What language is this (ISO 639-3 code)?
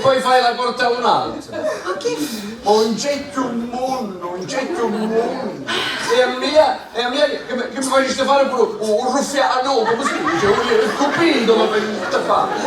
scn